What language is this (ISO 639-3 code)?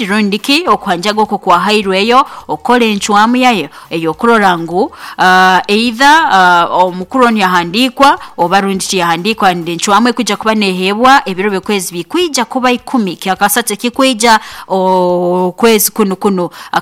nyo